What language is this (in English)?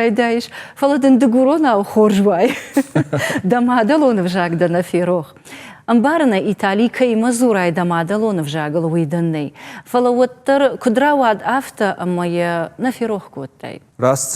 Ossetic